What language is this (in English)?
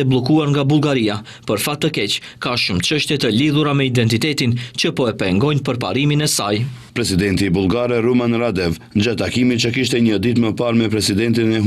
Albanian